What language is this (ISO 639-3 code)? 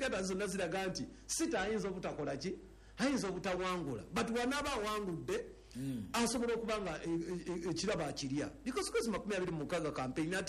lug